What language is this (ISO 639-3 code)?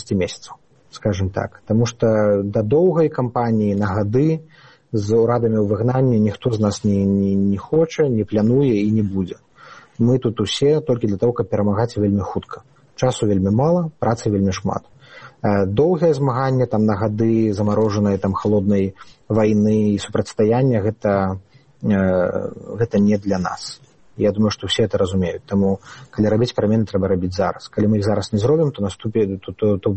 bel